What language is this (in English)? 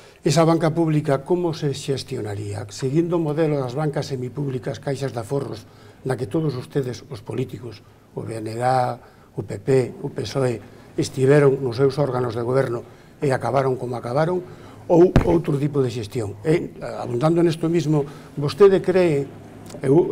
Galician